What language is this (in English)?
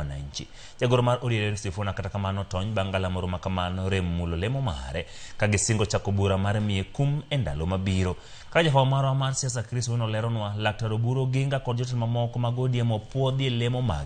Luo (Kenya and Tanzania)